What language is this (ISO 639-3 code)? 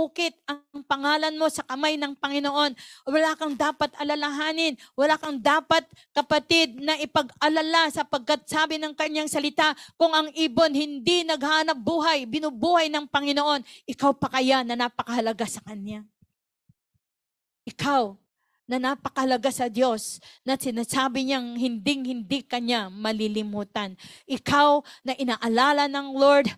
fil